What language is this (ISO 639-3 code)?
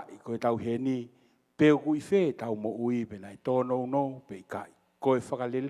ton